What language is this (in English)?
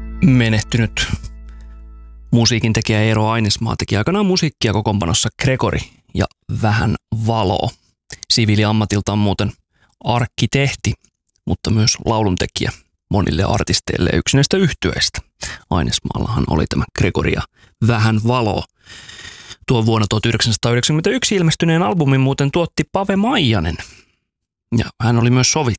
Finnish